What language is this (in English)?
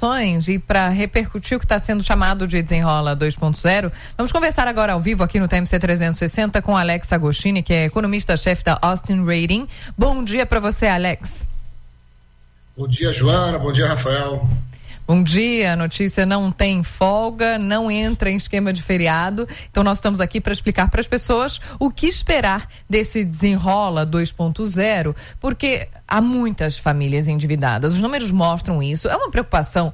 Portuguese